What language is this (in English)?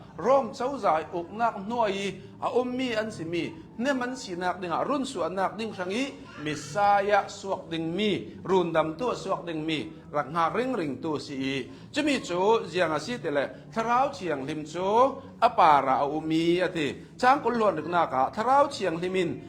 Hakha Chin